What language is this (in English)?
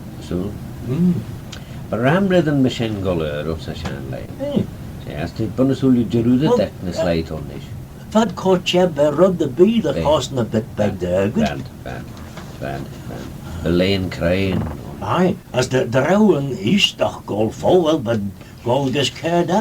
Manx